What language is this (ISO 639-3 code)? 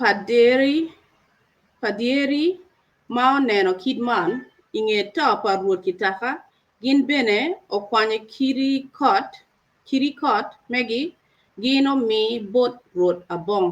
ach